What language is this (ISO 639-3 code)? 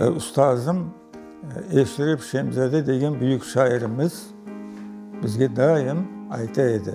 crh